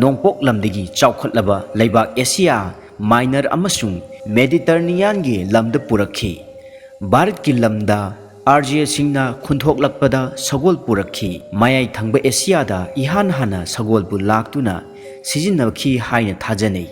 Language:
Manipuri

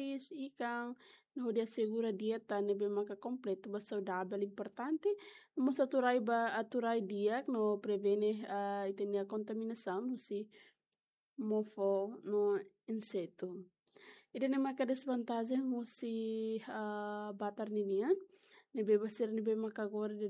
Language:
Tetum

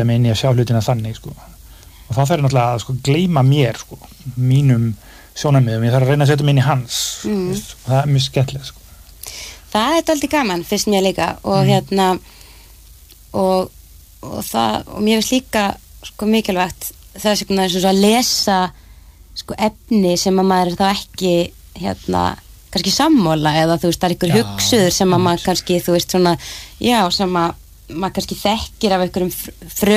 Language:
Icelandic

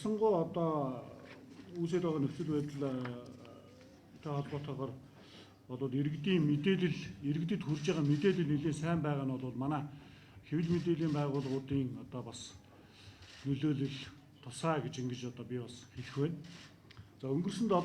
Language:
Mongolian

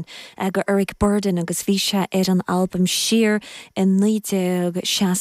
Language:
Irish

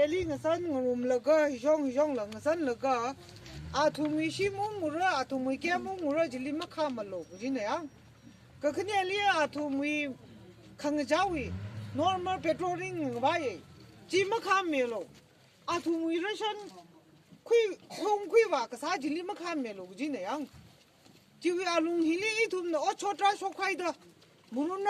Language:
Tangkhul Naga (India)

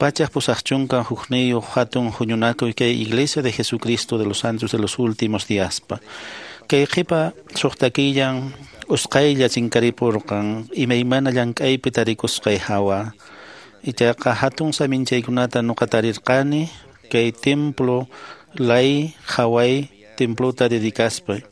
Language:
Quechua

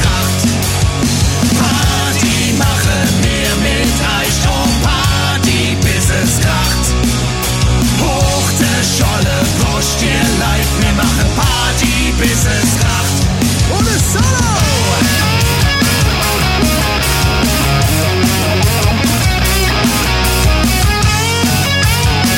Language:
German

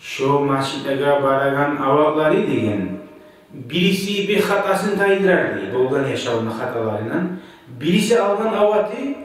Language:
Kumyk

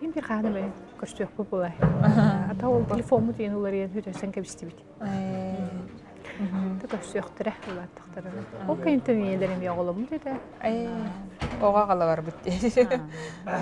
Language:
Yakut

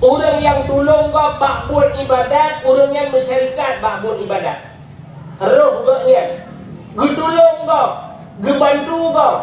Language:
Achinese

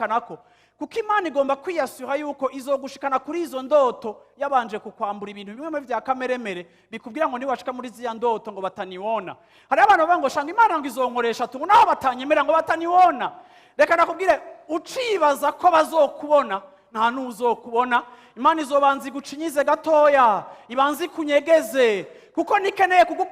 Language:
Rundi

